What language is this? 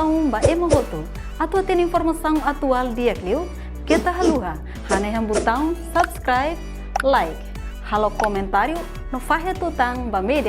Tetum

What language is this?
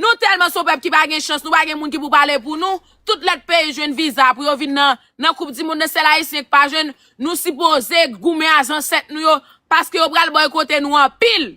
Haitian Creole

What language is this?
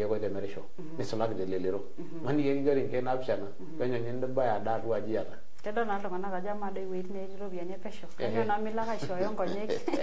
Masai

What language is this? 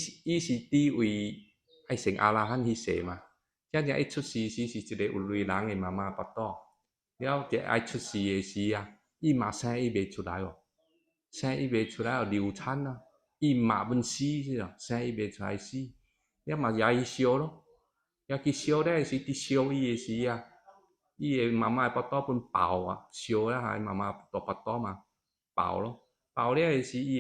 Min Nan Chinese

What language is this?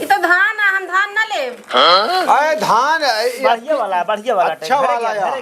Awadhi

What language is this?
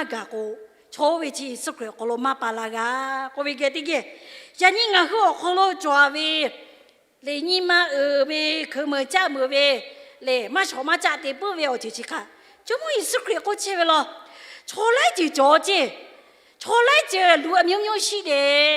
Lahu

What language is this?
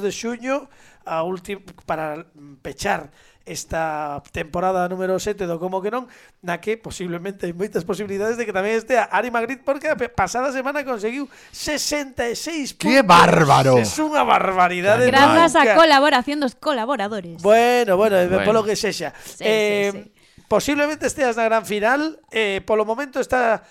Galician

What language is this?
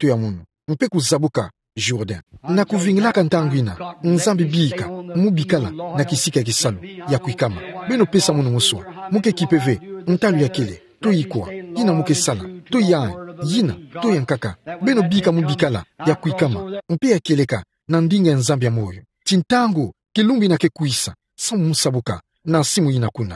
Kituba (Democratic Republic of Congo)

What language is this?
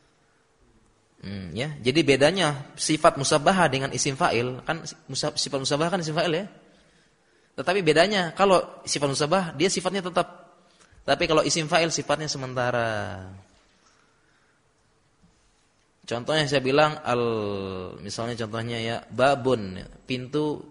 Indonesian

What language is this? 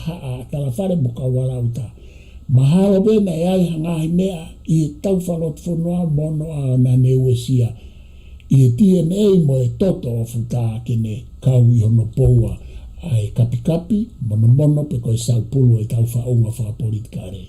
Tongan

